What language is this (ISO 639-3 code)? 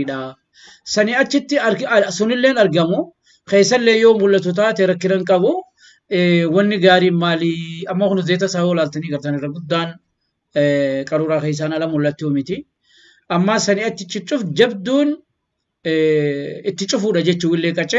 orm